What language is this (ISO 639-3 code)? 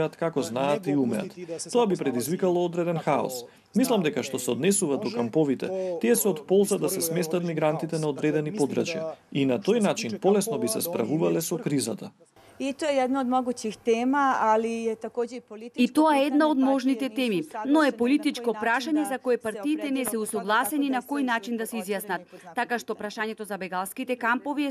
mkd